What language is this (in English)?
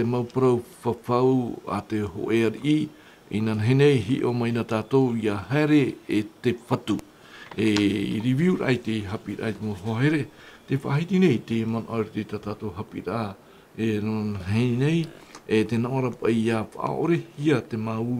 Tahitian